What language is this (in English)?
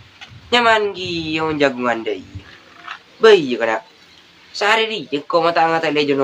Madurese